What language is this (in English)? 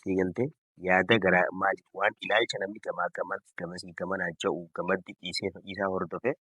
Oromo